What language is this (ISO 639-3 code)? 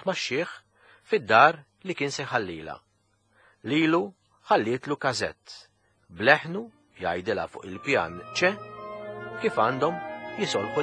mlt